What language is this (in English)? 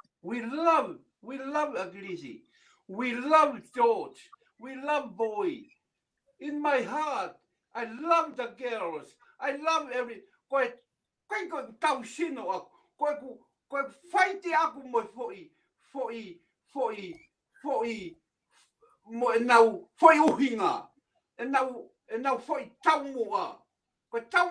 Tongan